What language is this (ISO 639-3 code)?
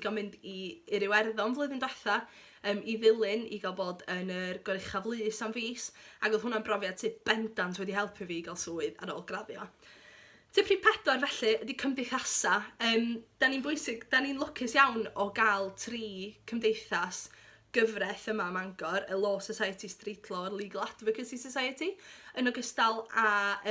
cym